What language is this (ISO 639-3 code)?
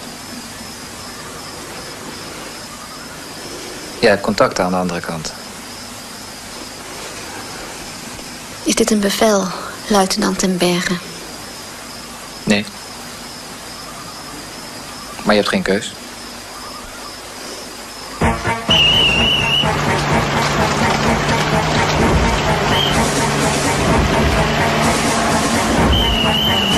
nld